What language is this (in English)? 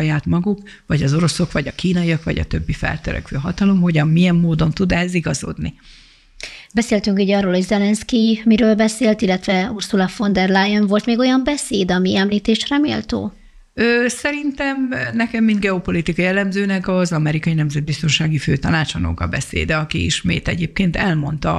Hungarian